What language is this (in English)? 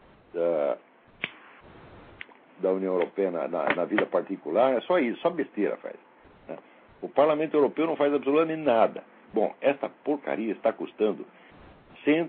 Portuguese